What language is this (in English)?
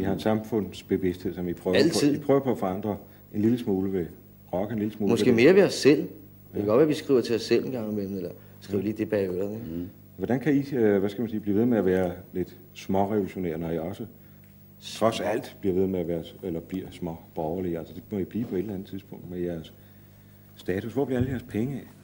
Danish